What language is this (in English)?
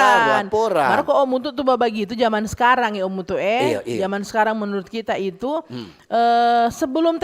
Manado Malay